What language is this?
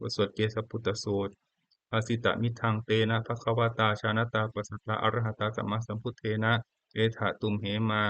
Pali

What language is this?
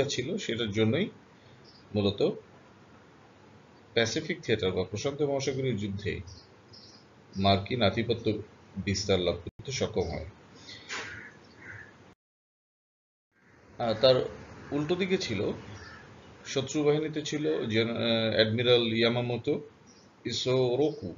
Bangla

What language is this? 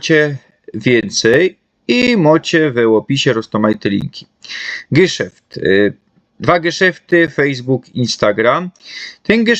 Silesian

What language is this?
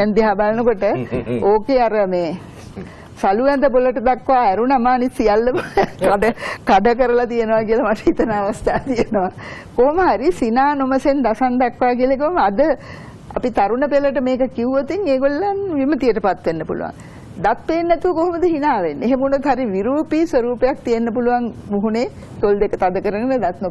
Sinhala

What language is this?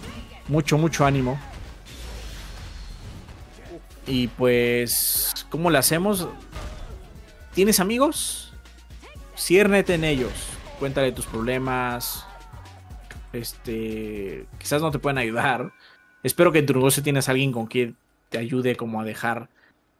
Spanish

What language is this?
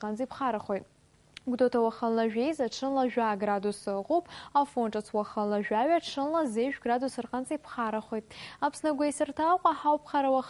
Abkhazian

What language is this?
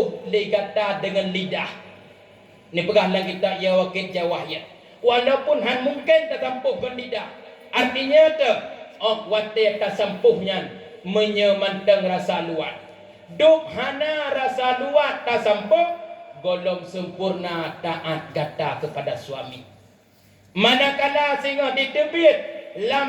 Achinese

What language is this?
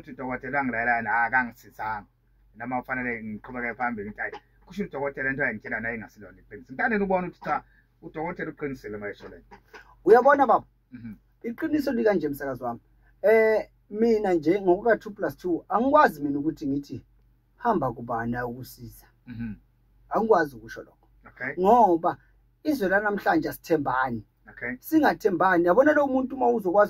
Zulu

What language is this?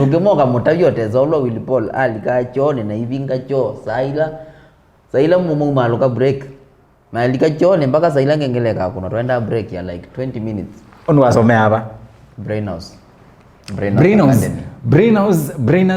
Kamba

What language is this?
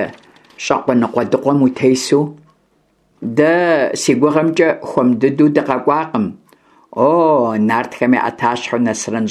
Kabardian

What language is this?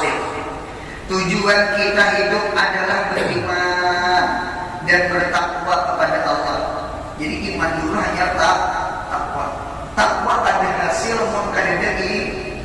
Banjar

